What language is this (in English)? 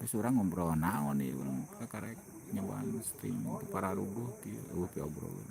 Sundanese